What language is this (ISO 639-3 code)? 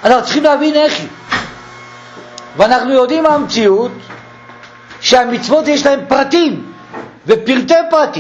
heb